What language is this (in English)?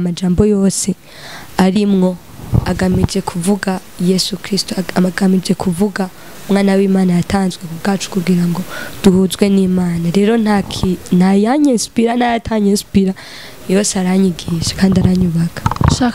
Rundi